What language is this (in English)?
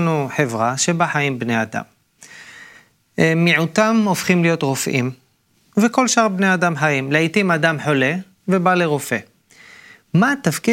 Hebrew